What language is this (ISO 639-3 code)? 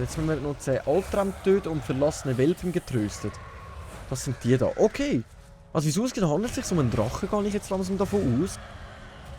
gsw